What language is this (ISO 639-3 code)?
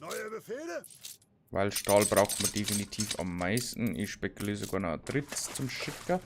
bar